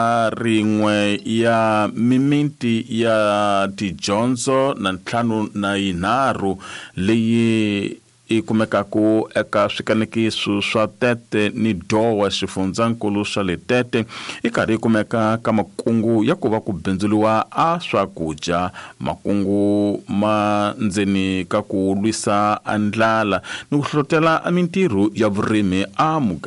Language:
Tsonga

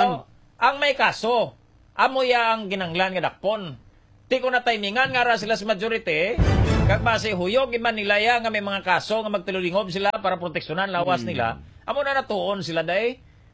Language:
Hiligaynon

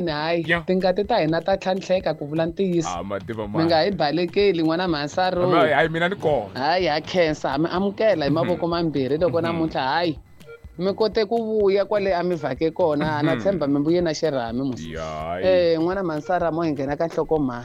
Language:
Tsonga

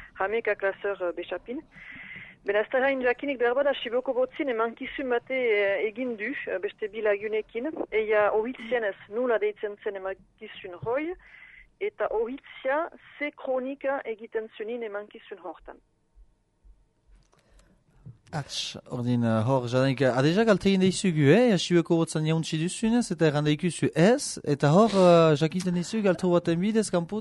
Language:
Basque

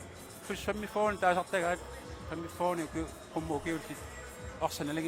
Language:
Kalaallisut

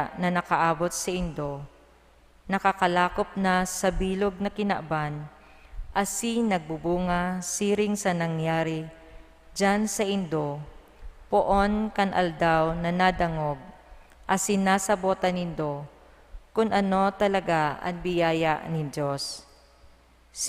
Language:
Bikol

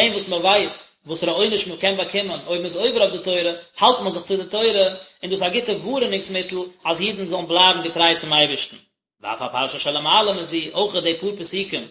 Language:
Yiddish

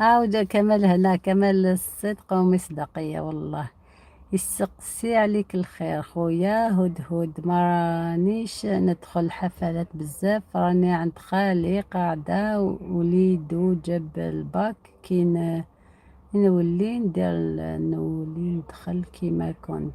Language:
Algerian Arabic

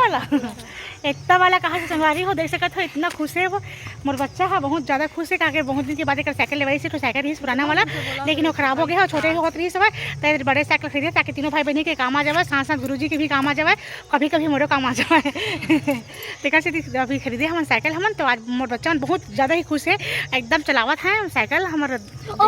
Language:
Chhattisgarhi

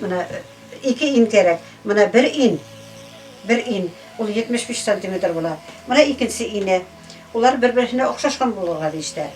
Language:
Bashkir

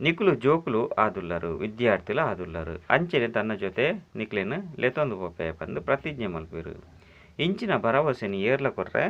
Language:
Tulu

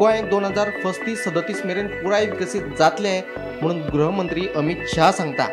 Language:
Konkani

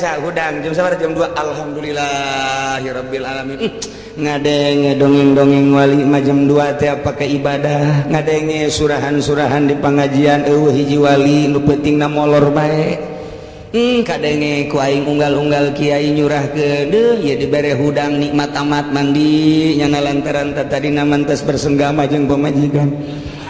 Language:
Sundanese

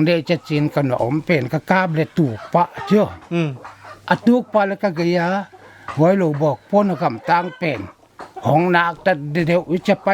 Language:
Paite Chin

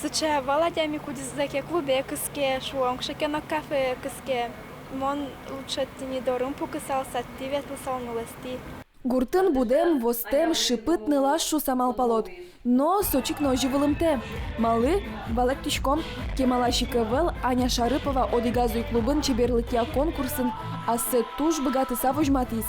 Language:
Udmurt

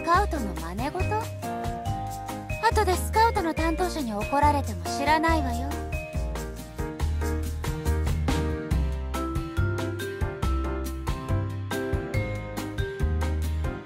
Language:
Japanese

